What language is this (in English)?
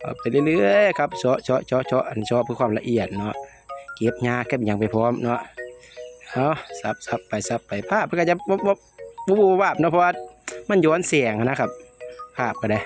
Northeastern Thai